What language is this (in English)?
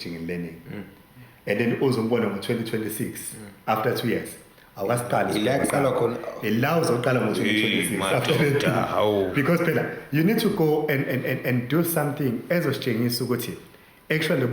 Zulu